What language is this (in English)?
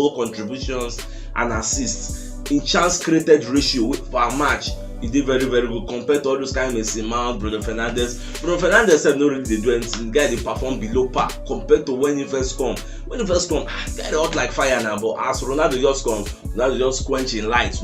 Nigerian Pidgin